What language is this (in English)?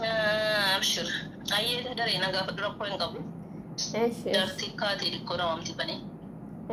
Oromo